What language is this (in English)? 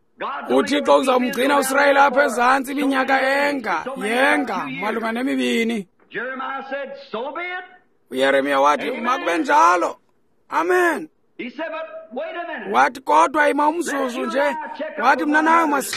Xhosa